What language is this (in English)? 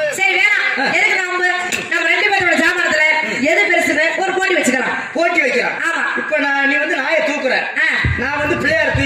Tamil